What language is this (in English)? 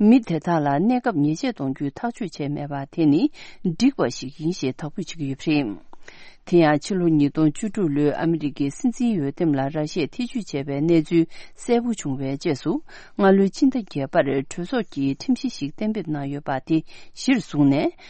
Tibetan